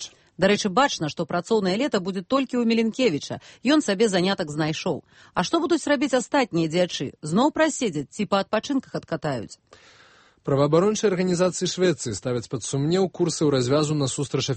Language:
Belarusian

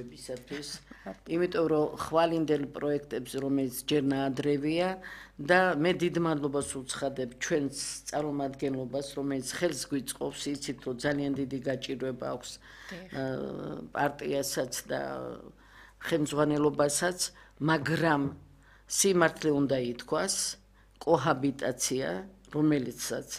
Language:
Georgian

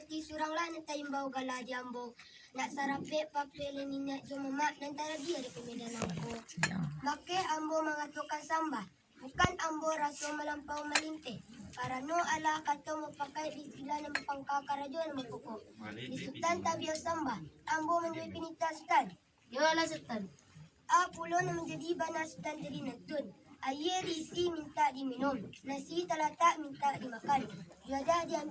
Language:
Minangkabau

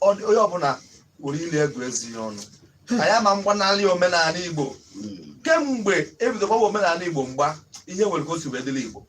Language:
Igbo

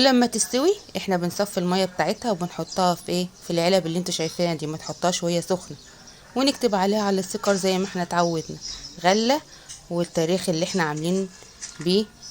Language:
Egyptian Arabic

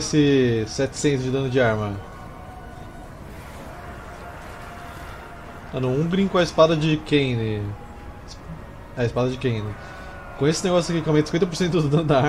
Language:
Portuguese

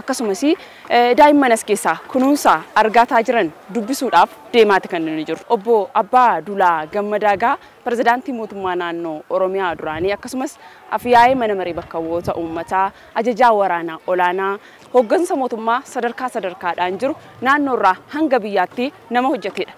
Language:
Oromo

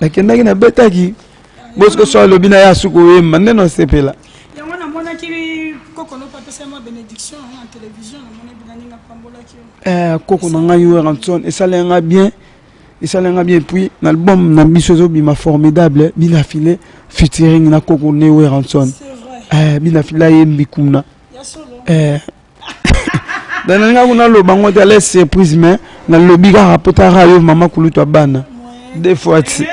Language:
Lingala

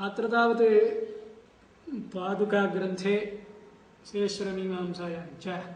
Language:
Sanskrit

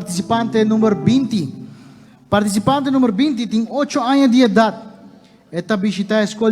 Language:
Papiamento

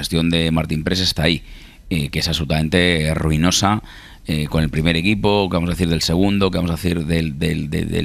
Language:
Spanish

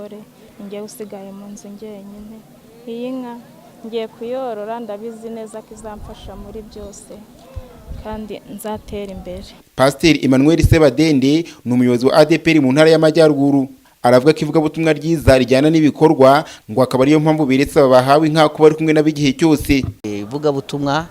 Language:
Kinyarwanda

